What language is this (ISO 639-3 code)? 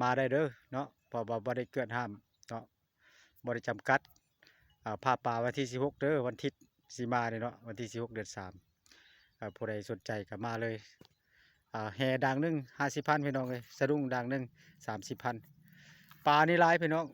lao